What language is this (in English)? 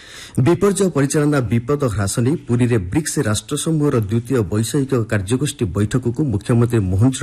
Odia